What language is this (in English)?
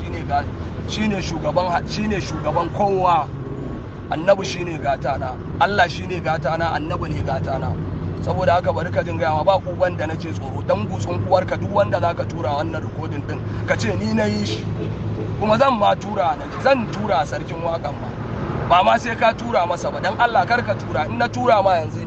Hausa